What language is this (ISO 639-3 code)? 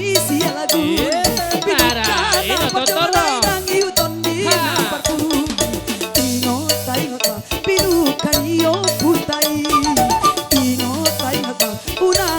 bbc